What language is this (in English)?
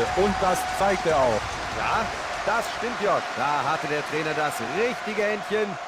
Bavarian